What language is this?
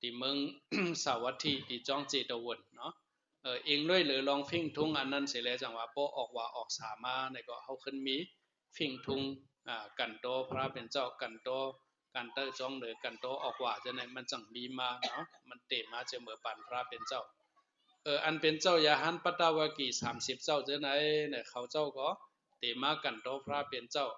Shan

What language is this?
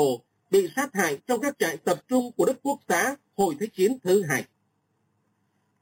Vietnamese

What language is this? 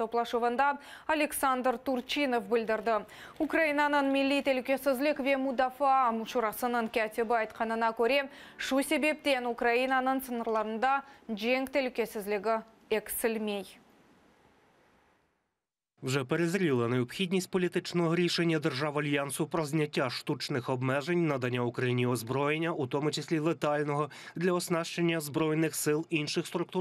Crimean Tatar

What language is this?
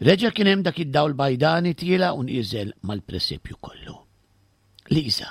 Maltese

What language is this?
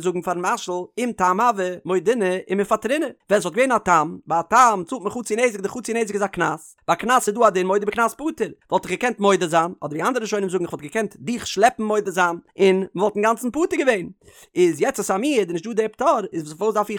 Yiddish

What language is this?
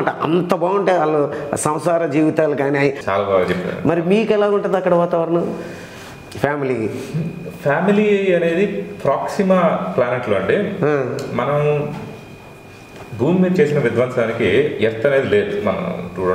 Telugu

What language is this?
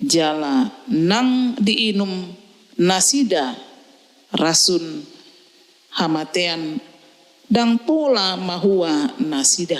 Batak Toba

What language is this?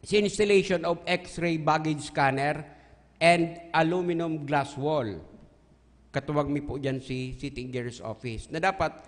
Bikol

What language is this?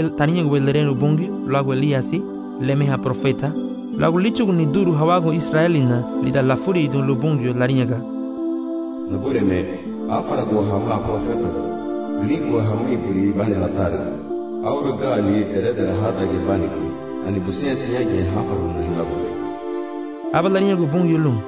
Garifuna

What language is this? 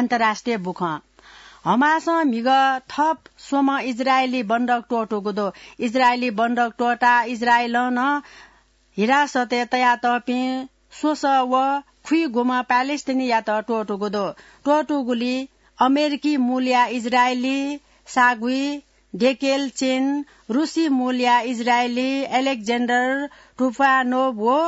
Newari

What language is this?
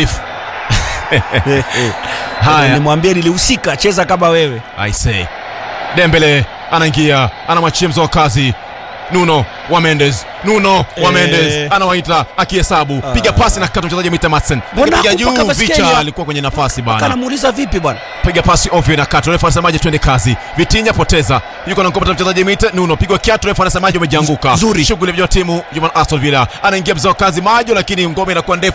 Swahili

